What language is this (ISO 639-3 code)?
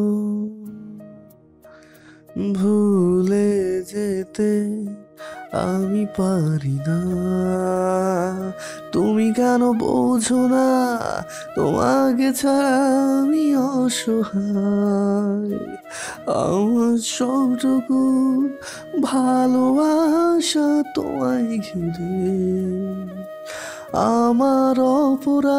ben